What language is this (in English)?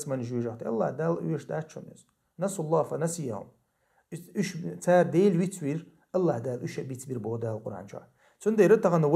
Chechen